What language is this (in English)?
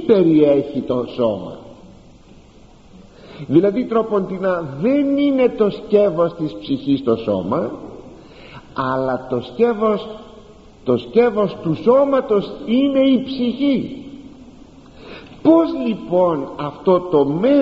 Greek